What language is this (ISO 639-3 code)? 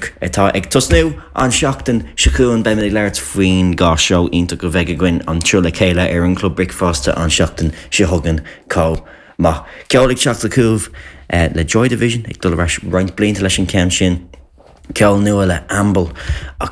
gle